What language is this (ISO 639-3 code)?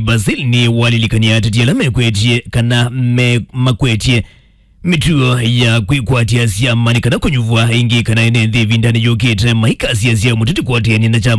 kam